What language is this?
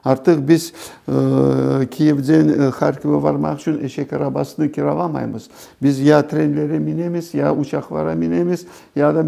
Crimean Tatar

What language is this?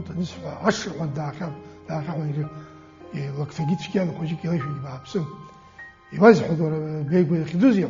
Abkhazian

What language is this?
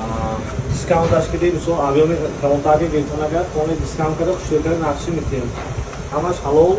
Tajik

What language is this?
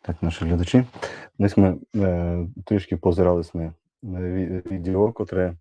Rusyn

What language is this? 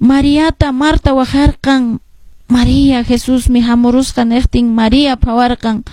Quechua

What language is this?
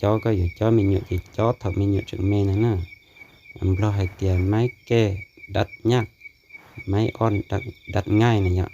Hmong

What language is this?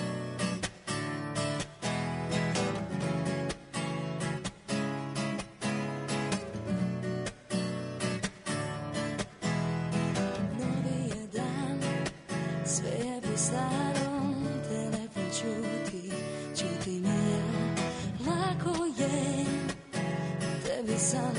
Serbian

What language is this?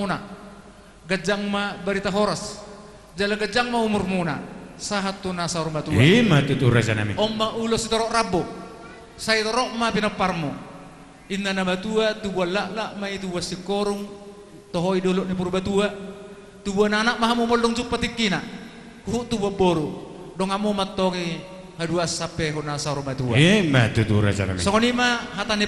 Batak Toba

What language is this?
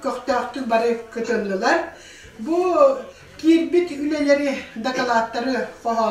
Yakut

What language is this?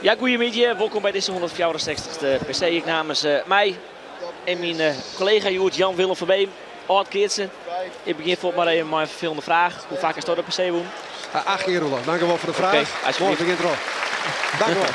Western Frisian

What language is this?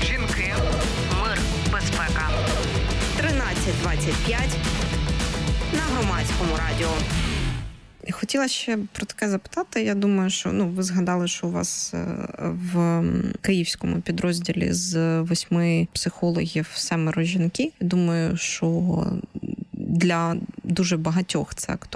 Ukrainian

